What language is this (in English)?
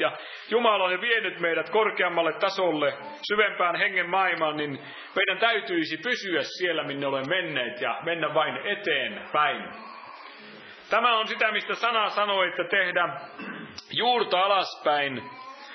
Finnish